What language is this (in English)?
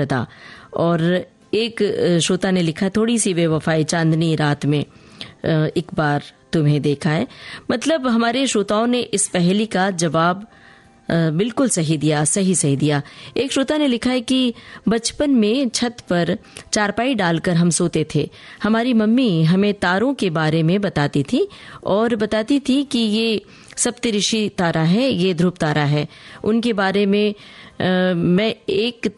Hindi